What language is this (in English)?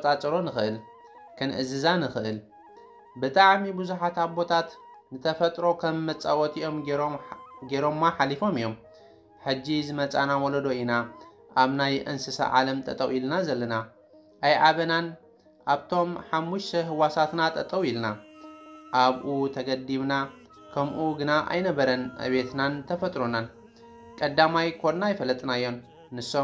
Tigrinya